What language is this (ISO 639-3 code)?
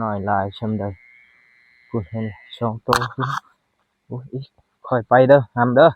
lao